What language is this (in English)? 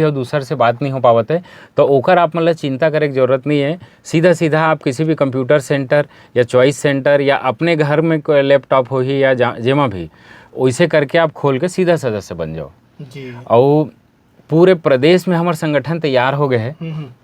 Chhattisgarhi